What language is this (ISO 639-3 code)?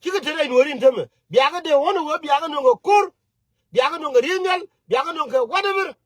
nus